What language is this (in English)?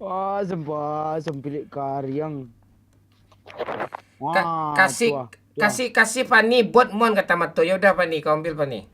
Minangkabau